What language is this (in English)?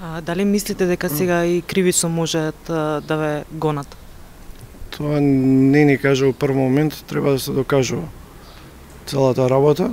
Macedonian